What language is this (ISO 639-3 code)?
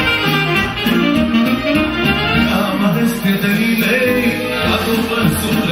ron